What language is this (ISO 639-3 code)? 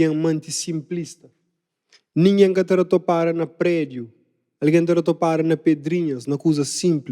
kea